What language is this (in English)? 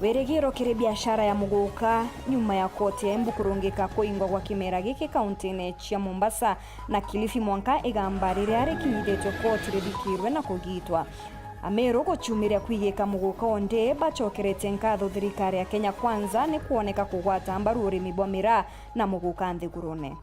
Meru